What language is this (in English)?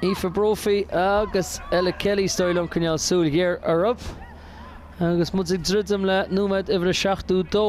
Irish